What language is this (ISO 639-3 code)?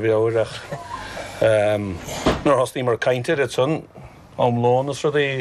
gle